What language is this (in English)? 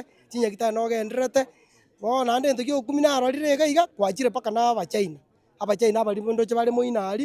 Gusii